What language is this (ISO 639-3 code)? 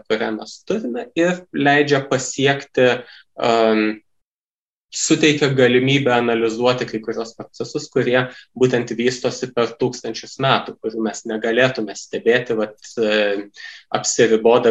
lit